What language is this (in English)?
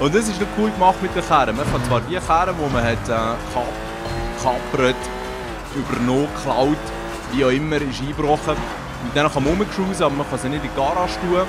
Swiss German